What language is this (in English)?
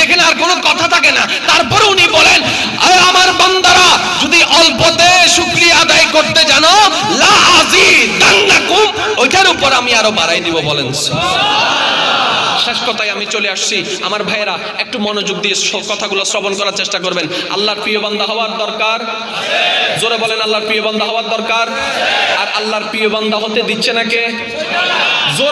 Bangla